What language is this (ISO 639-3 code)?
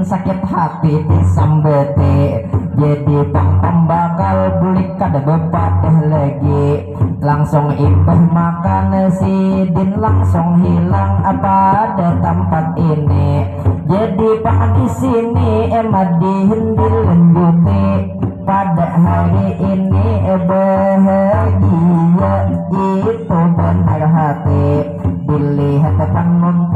bjn